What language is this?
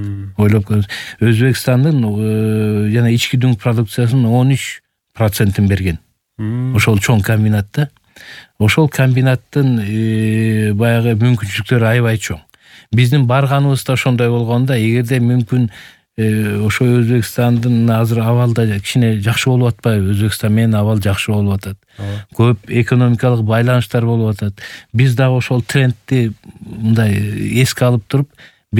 Kyrgyz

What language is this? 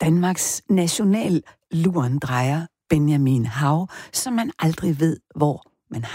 Danish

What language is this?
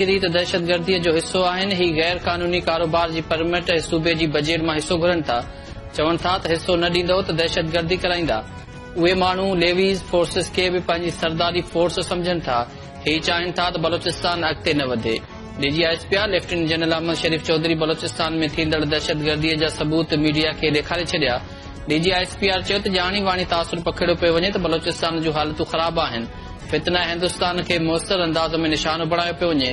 Sindhi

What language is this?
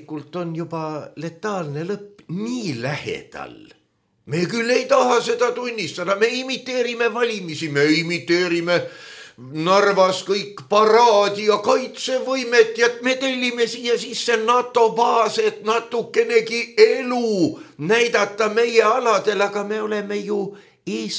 Estonian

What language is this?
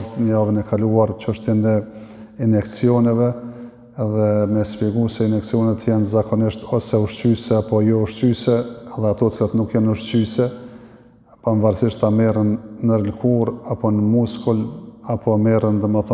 Albanian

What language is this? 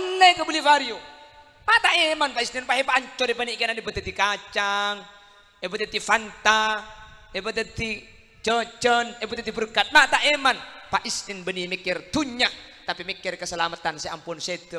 Madurese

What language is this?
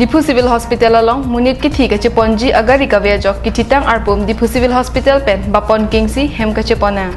Karbi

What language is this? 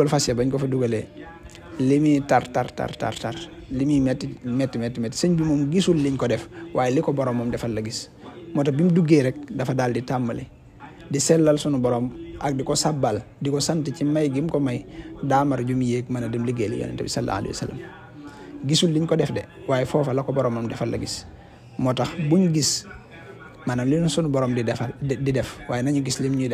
Wolof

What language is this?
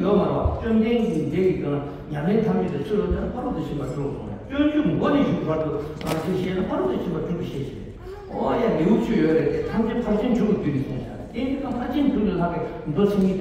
Tibetan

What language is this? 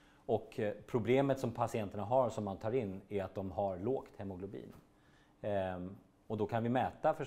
Swedish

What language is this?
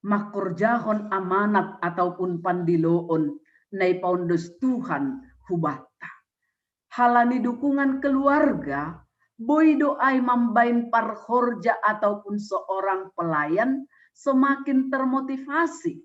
Batak Simalungun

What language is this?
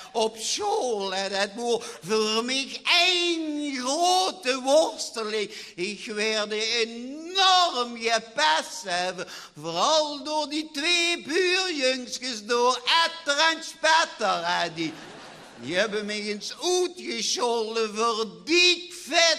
Limburgish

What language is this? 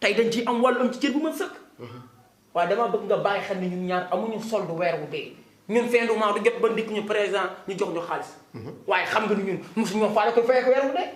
Wolof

